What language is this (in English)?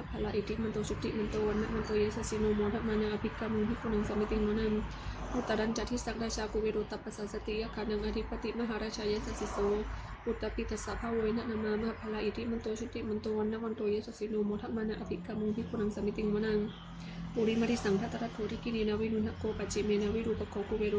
Pali